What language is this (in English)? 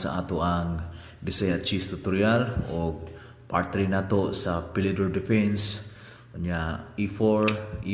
Cebuano